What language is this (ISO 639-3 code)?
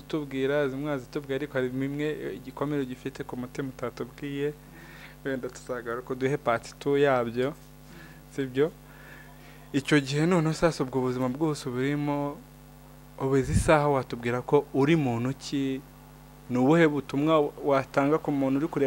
kin